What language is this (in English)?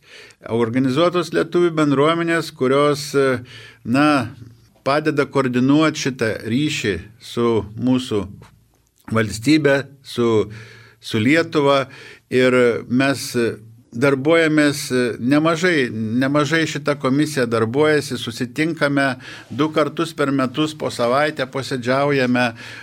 Lithuanian